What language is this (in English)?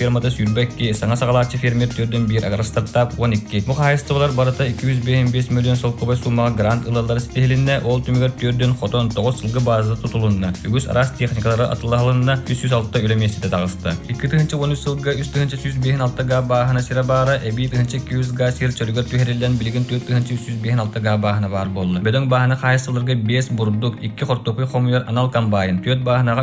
Yakut